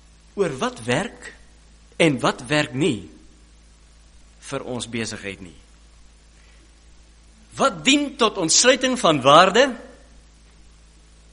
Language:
Afrikaans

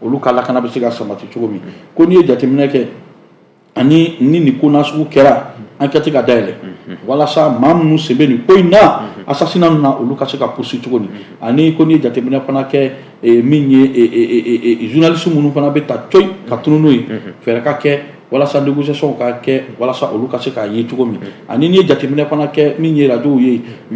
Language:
Bambara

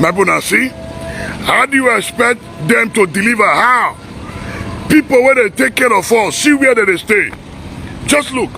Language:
Nigerian Pidgin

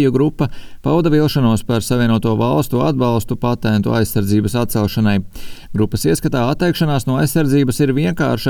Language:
Latvian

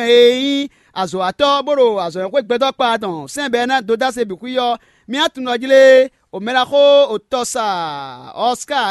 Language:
Fon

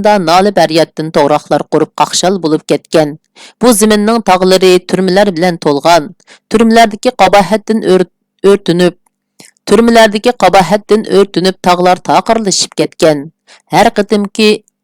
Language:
Uyghur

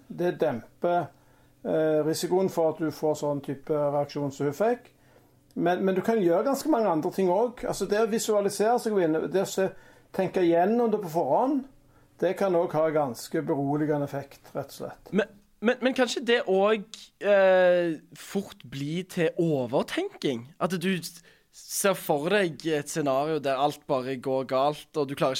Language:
Norwegian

